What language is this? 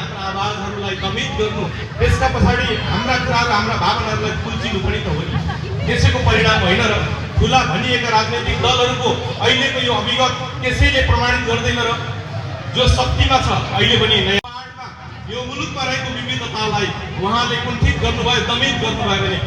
Nepali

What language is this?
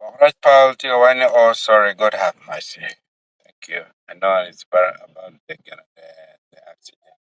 Acoli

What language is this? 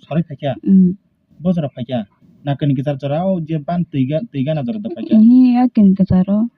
Kok Borok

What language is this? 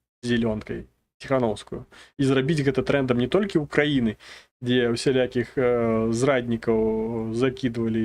Belarusian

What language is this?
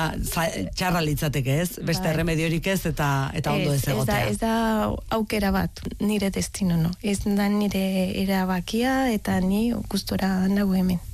Basque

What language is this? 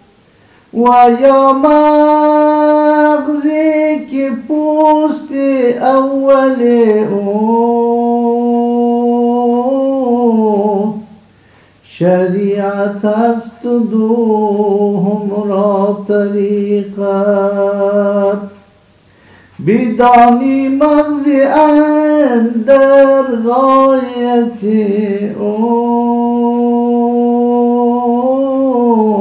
Persian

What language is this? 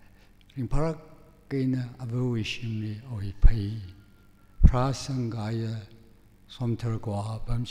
Tangkhul Naga (India)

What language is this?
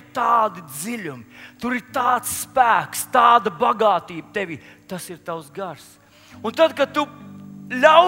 Latvian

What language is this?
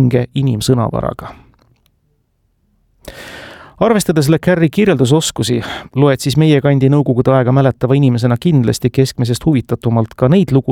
Estonian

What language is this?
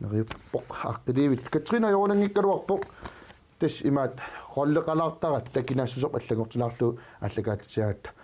Kalaallisut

